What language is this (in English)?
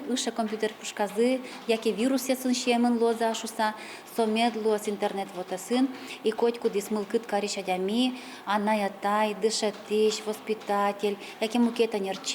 Udmurt